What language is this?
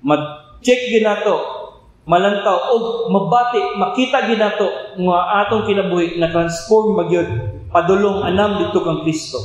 Cebuano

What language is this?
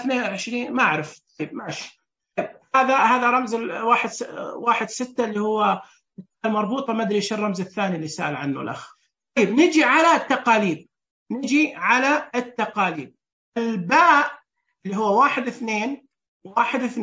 Najdi Arabic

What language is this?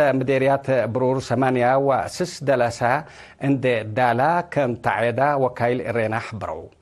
Tigre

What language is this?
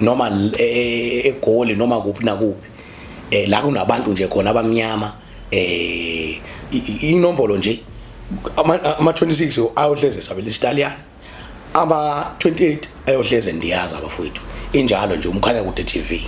Zulu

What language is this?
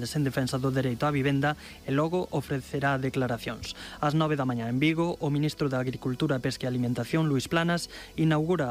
Galician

